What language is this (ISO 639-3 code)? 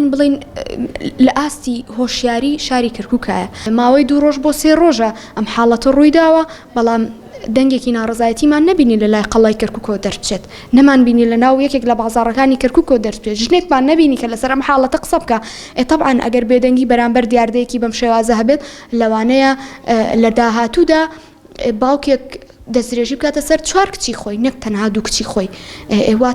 ckb